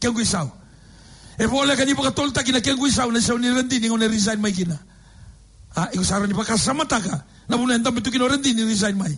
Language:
Fijian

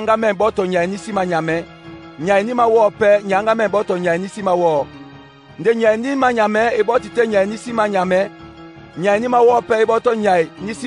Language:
Duala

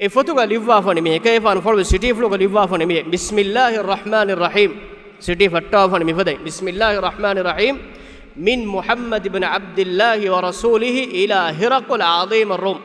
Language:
Divehi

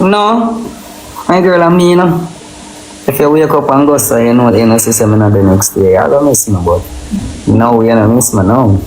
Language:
Jamaican Creole English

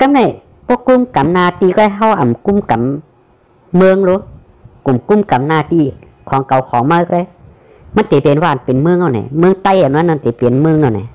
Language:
Shan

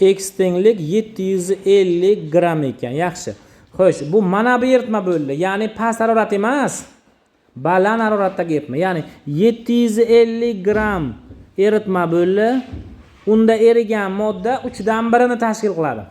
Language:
Uzbek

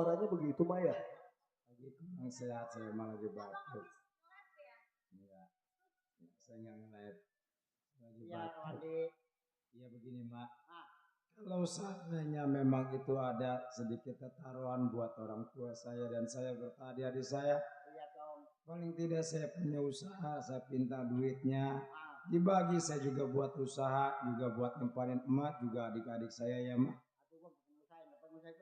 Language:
Betawi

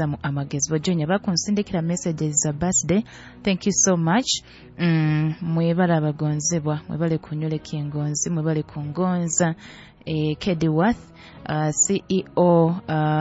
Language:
Nyoro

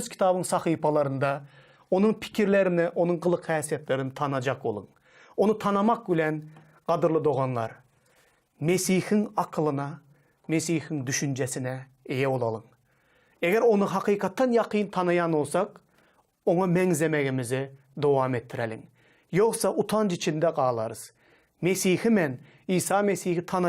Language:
Turkmen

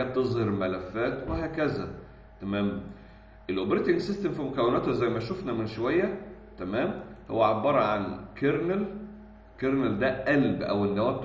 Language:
Egyptian Arabic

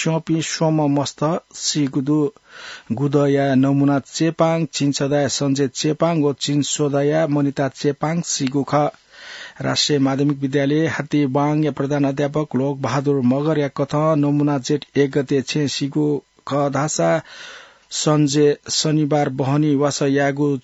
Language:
Newari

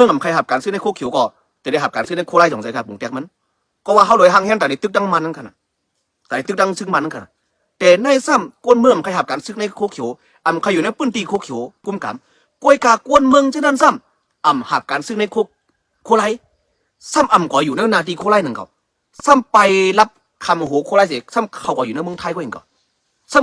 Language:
Shan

